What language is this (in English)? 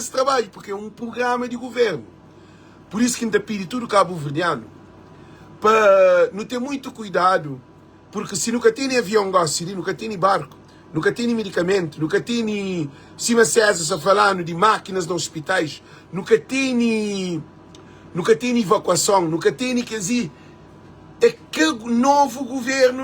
Kabuverdianu